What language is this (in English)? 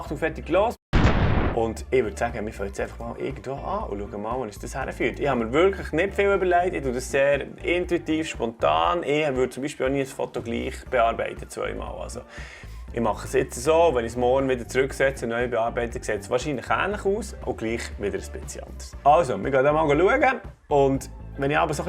Swiss German